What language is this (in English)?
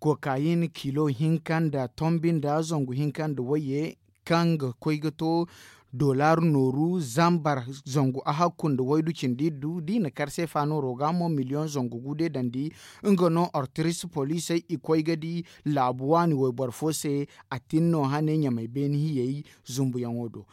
Zarma